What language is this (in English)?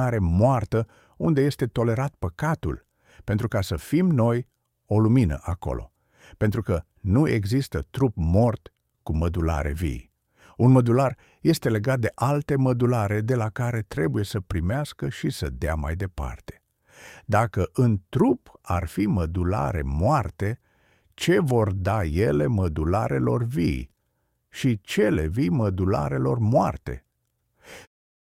Romanian